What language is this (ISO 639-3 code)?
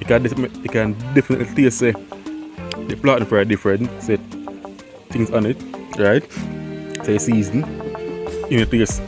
jam